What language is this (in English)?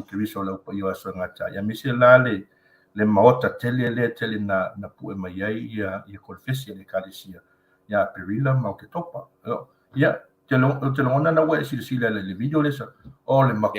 Samoan